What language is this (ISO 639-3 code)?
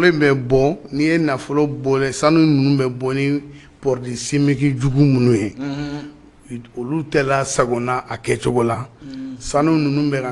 bam